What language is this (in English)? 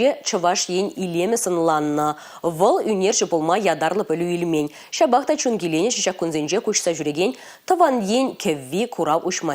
Chuvash